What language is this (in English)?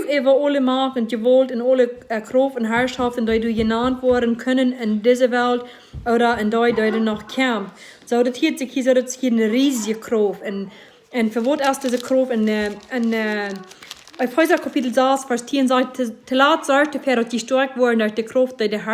Plautdietsch